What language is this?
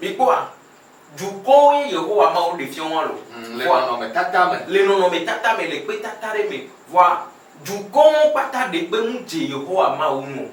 Ewe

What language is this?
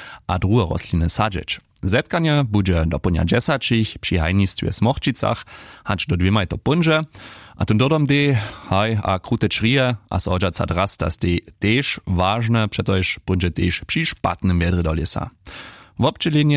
Upper Sorbian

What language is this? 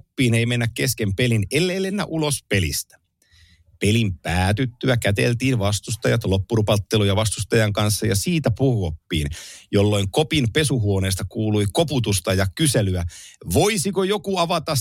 Finnish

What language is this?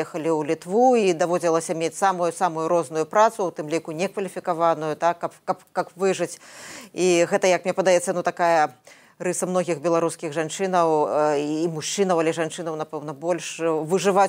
Belarusian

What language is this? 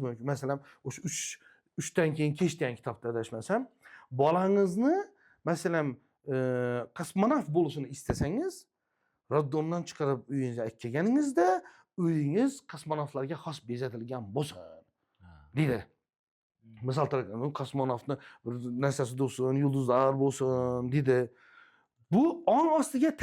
Uzbek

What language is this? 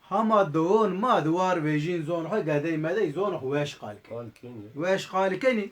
Zaza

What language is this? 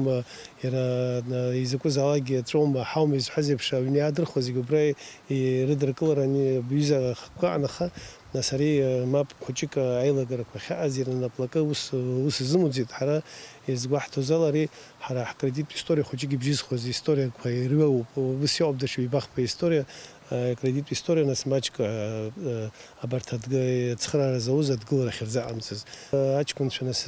Abkhazian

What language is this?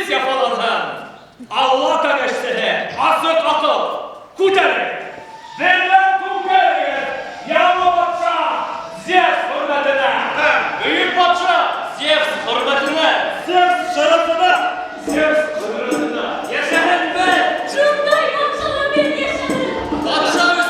Bashkir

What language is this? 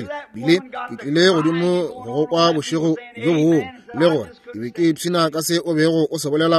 Northern Sotho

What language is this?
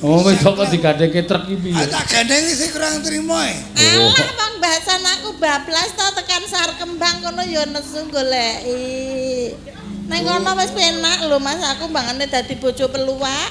Javanese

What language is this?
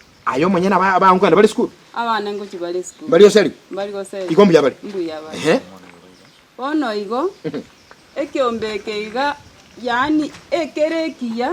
Gusii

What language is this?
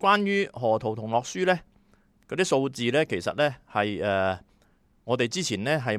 Cantonese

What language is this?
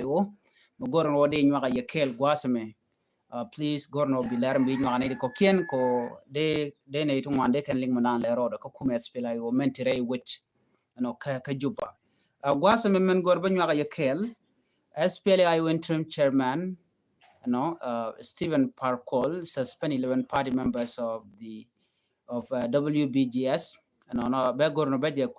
Nuer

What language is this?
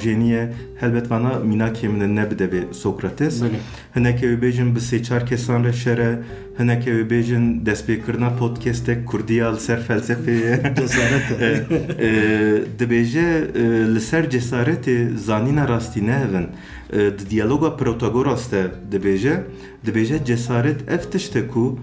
Kurdish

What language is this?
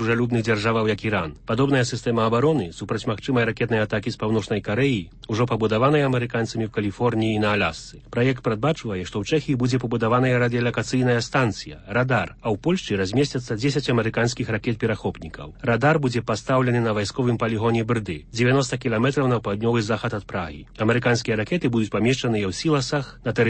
Belarusian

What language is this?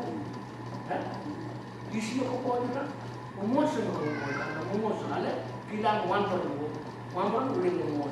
Pohnpeian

